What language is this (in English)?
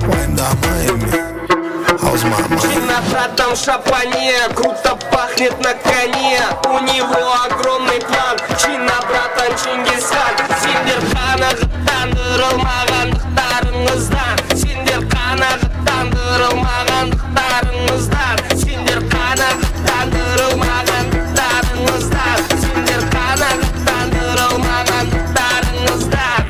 Kara-Kalpak